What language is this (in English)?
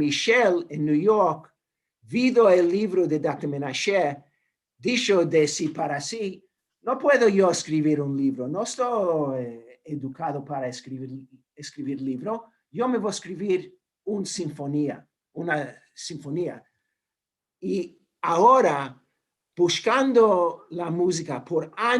Ladino